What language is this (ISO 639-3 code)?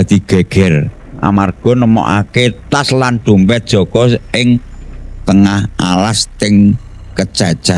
jav